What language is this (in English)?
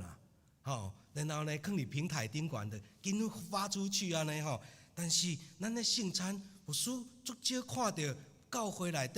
Min Nan Chinese